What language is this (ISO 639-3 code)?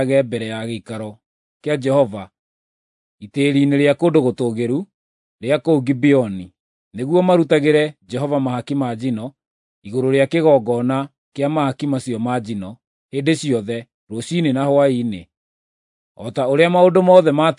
kik